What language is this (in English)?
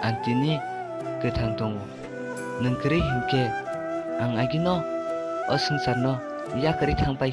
Kok Borok